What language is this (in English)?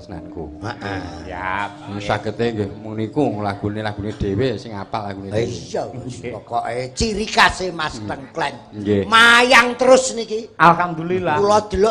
Javanese